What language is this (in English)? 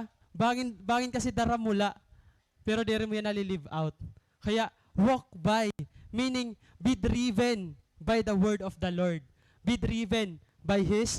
Waray